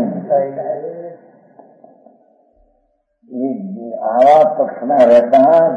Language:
Gujarati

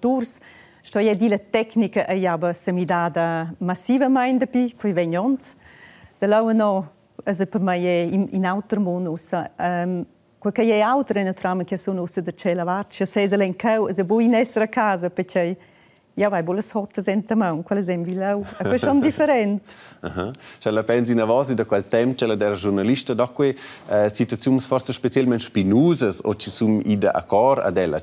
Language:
Romansh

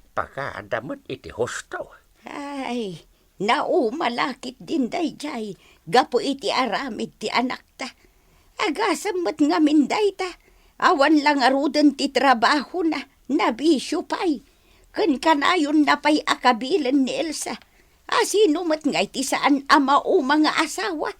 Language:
Iloko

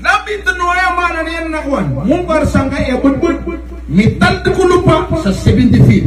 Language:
Maranao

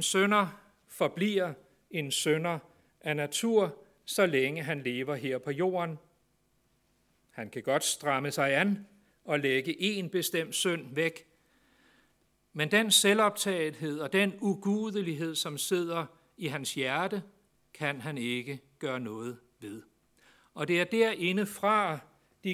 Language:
Danish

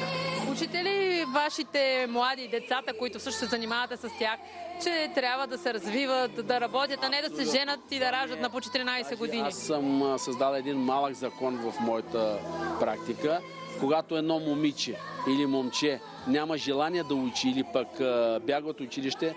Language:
Bulgarian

